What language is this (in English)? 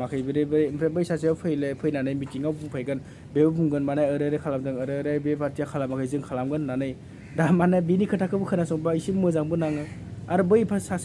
Bodo